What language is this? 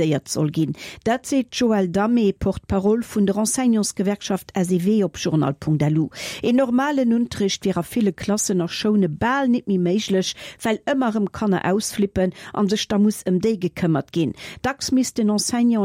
Luxembourgish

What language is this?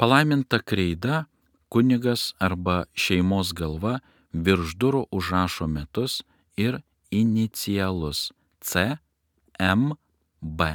Lithuanian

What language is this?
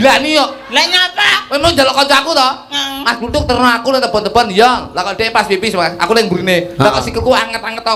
Javanese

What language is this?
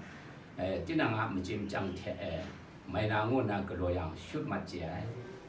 Kachin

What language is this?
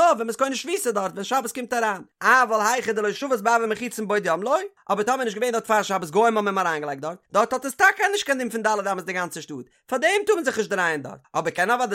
Yiddish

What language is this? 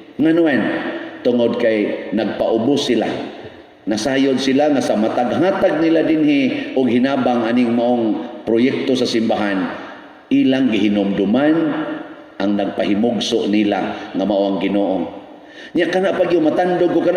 Cebuano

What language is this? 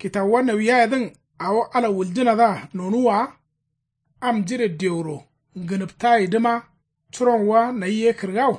Kanuri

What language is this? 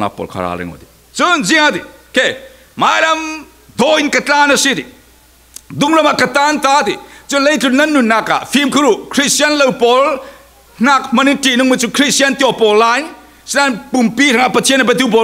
Falam Chin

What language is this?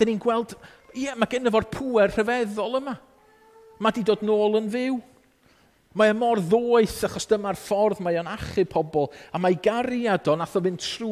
Welsh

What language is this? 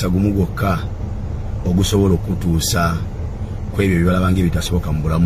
Ganda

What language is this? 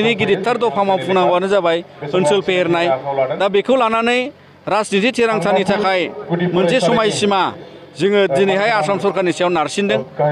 Bodo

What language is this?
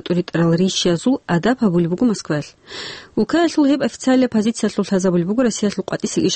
Avaric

